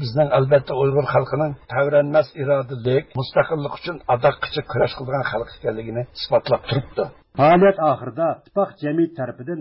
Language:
Uyghur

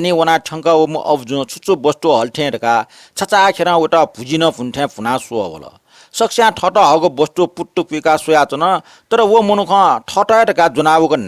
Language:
Newari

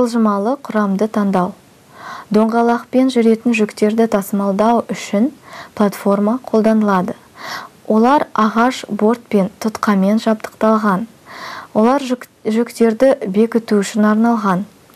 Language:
Kazakh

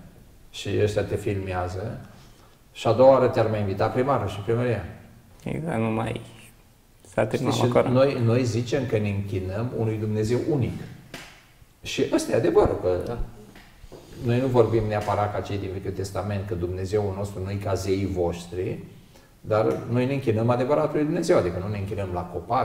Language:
Romanian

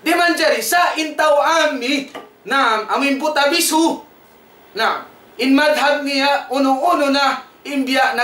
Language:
Tausug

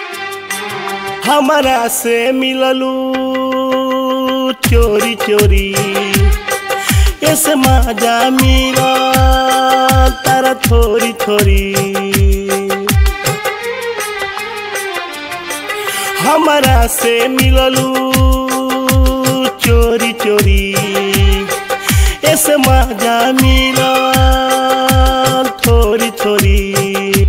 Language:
Bhojpuri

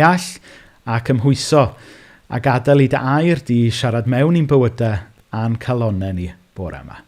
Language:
Welsh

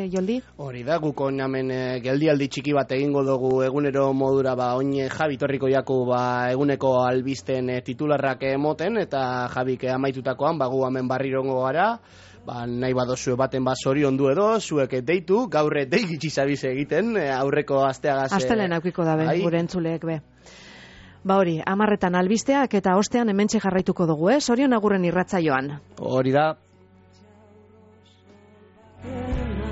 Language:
Basque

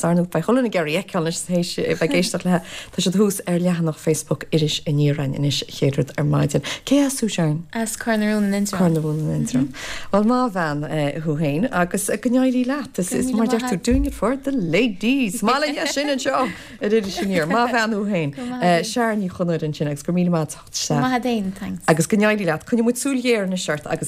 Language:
Irish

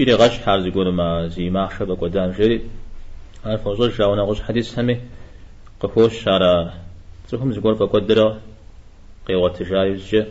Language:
Kabardian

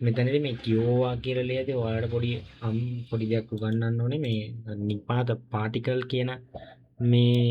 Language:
Sinhala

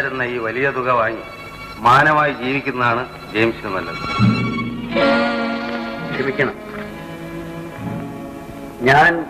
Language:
Malayalam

